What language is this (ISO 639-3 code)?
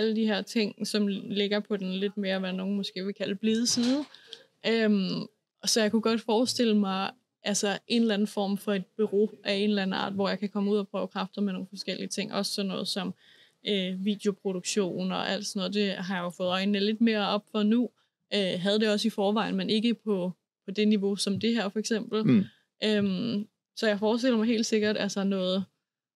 dan